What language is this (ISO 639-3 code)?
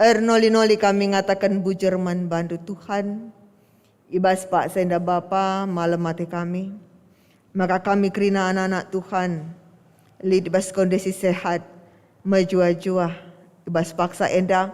btx